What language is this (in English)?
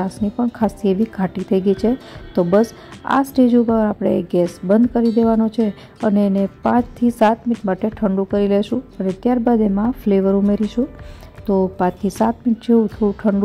Gujarati